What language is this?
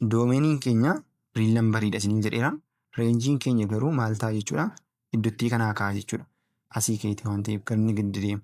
Oromo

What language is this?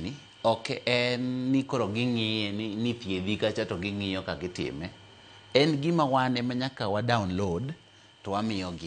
Luo (Kenya and Tanzania)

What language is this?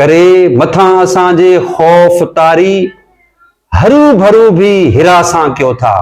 Sindhi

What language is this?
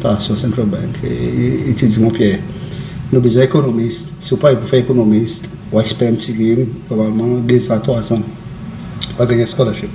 Seselwa Creole French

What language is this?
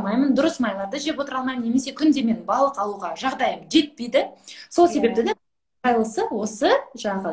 Kazakh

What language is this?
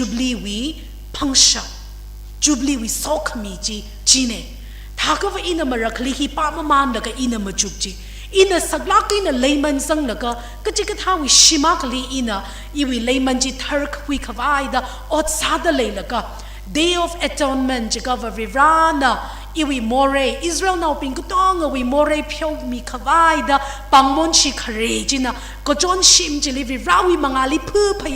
Tangkhul Naga (India)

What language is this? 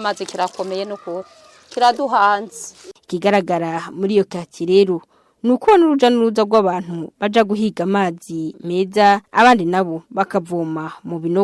Rundi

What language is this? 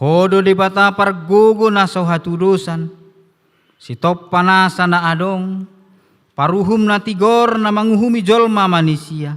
Batak Toba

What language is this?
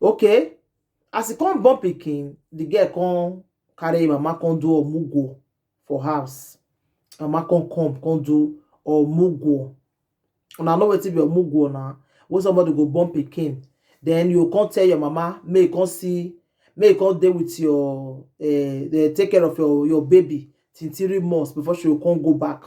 Nigerian Pidgin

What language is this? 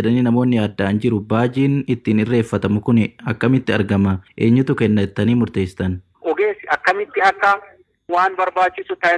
Oromo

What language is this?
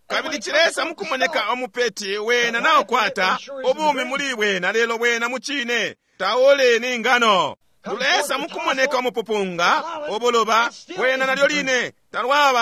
Bemba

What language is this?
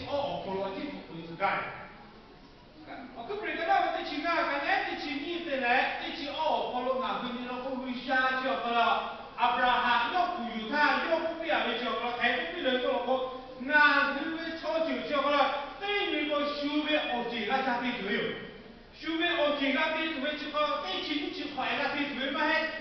Lahu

